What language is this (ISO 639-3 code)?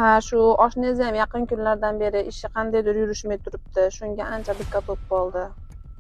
uzb